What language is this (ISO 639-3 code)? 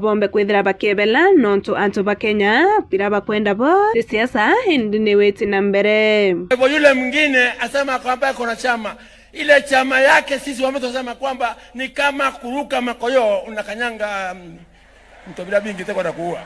mer